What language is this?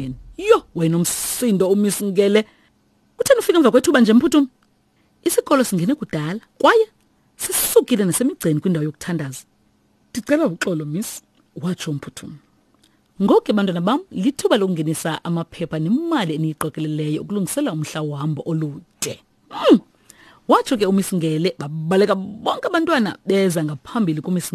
Xhosa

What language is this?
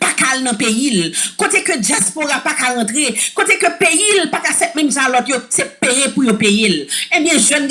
Haitian Creole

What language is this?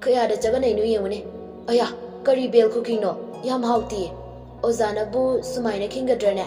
Manipuri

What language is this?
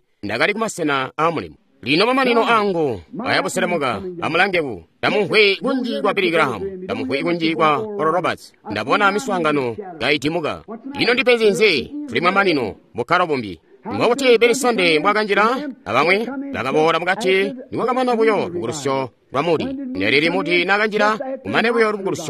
Tonga (Zambia)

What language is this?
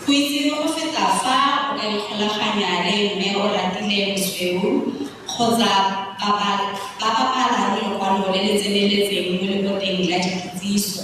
Tswana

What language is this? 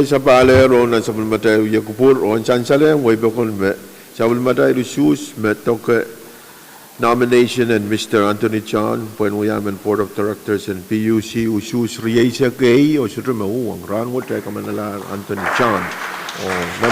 Pohnpeian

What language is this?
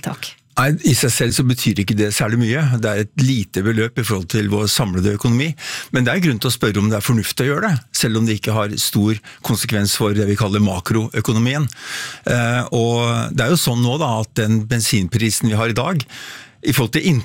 Norwegian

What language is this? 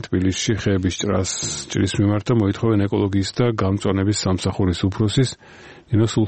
Georgian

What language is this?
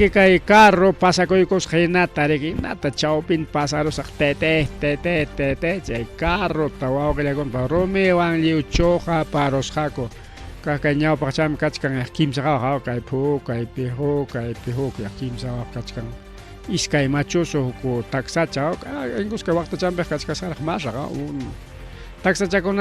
Ayacucho Quechua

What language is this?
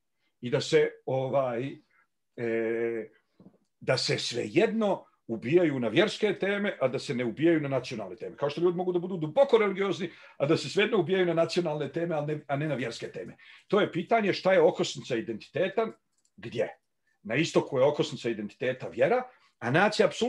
Bosnian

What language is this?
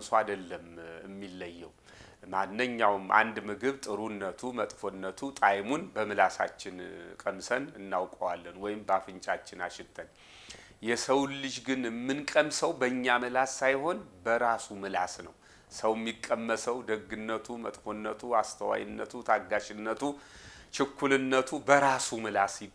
Amharic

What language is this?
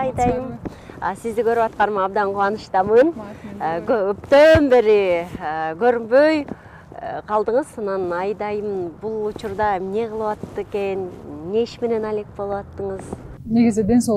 Kyrgyz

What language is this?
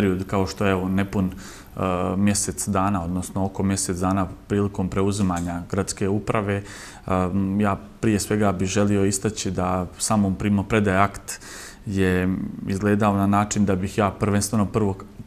Bosnian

